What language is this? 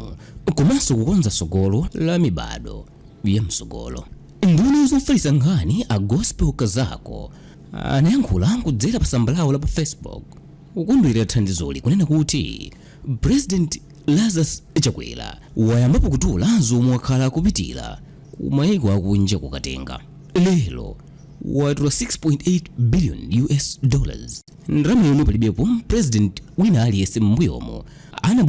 Nyanja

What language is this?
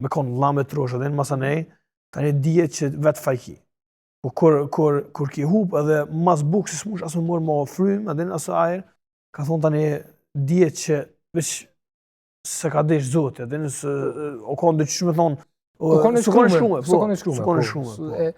Albanian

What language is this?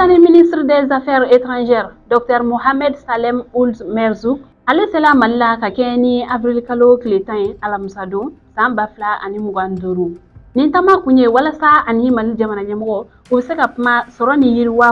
Bambara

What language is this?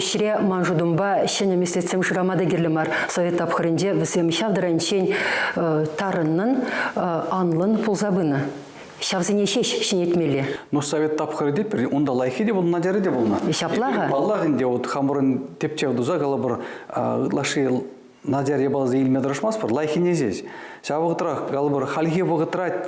Chuvash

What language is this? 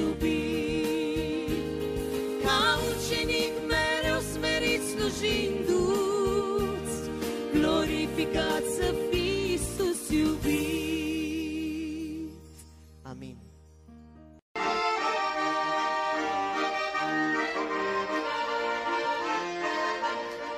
Romanian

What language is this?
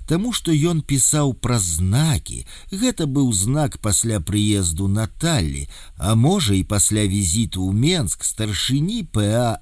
Belarusian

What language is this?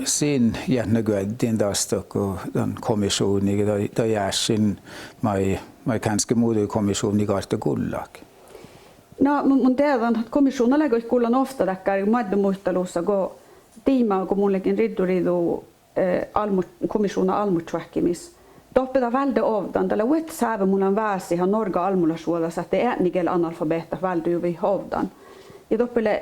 Northern Sami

